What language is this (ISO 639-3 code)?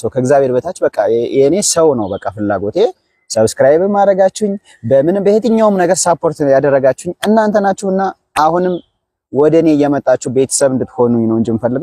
amh